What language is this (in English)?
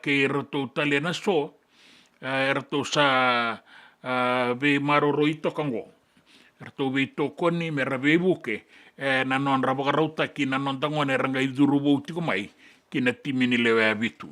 Fijian